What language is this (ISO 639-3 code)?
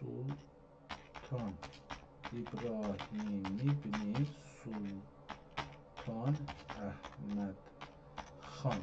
azb